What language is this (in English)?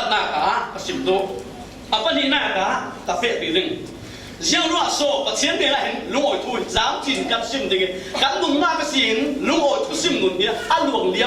Falam Chin